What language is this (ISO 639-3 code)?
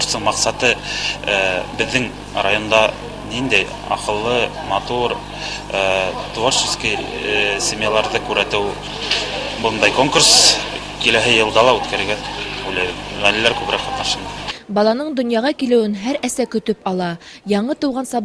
bak